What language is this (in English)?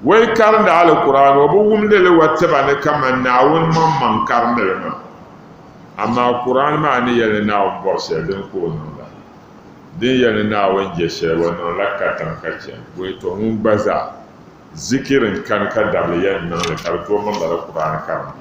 Dagbani